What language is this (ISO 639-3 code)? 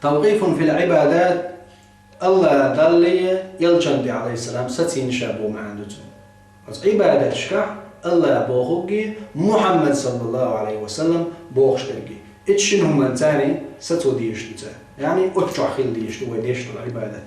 che